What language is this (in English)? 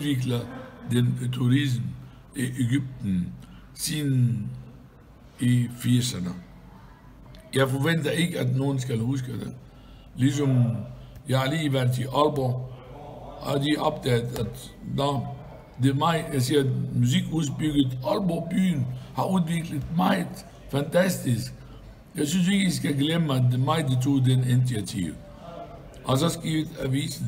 Danish